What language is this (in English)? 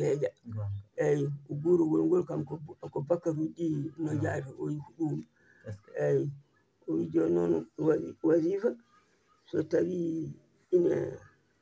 Fula